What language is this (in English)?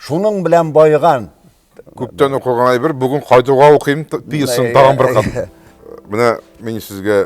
Tatar